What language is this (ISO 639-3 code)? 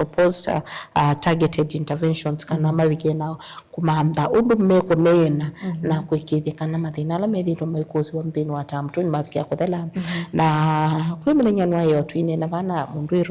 kam